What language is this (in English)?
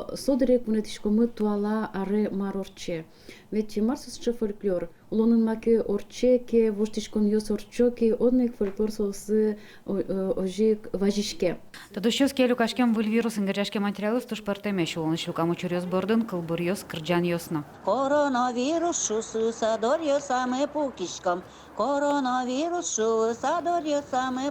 Udmurt